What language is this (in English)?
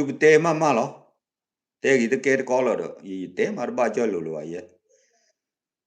S'gaw Karen